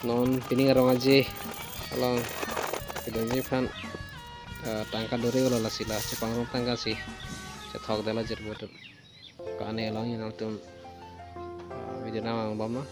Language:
Karbi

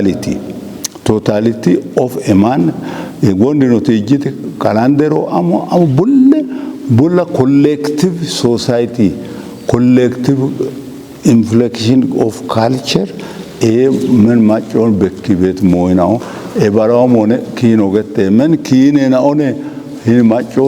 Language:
Kafa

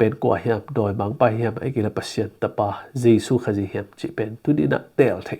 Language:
Tedim Chin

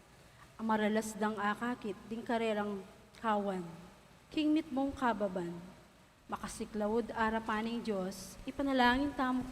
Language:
Pampanga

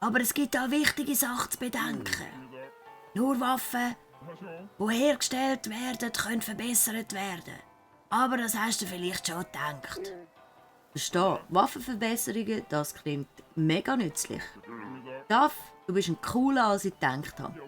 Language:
Swiss German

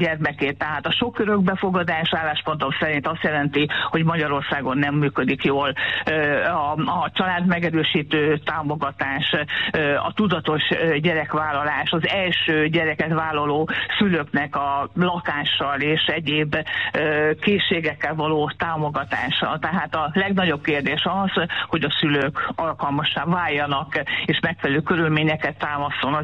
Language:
Hungarian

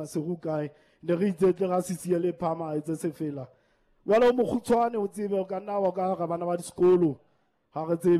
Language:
Southern Sotho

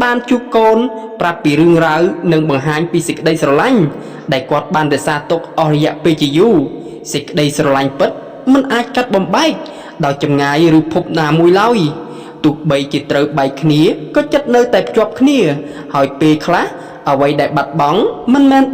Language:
Khmer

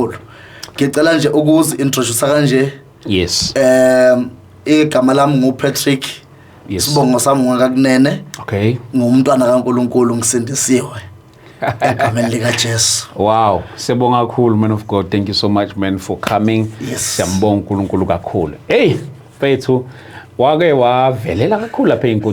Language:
Zulu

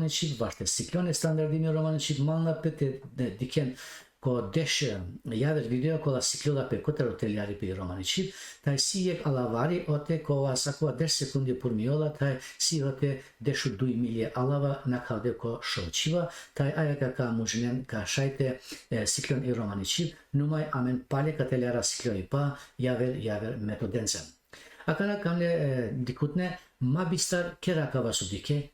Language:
Balkan Romani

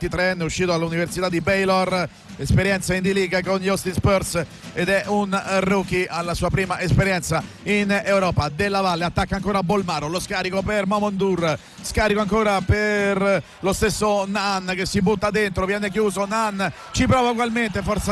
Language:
Italian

